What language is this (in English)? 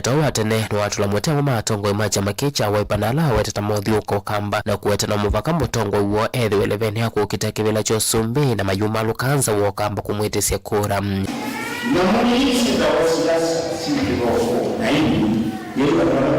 Kamba